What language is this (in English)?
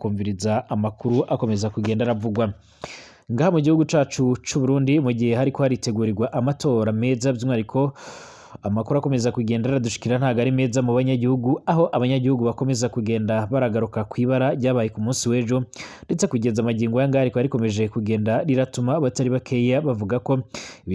Rundi